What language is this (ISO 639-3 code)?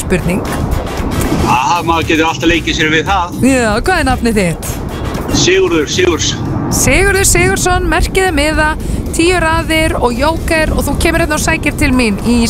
isl